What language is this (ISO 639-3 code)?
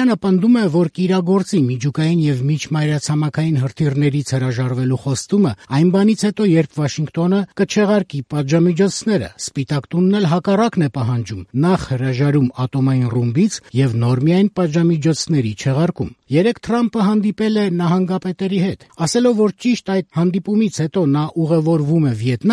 hye